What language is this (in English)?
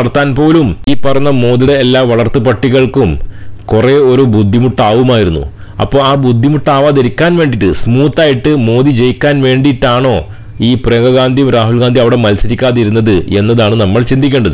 Malayalam